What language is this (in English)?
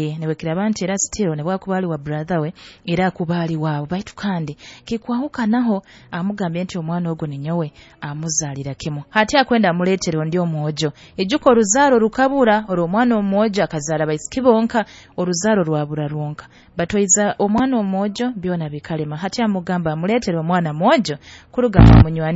Nyoro